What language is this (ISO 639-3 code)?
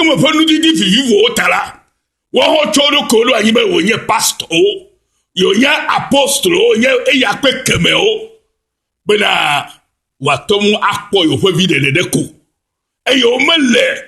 ewe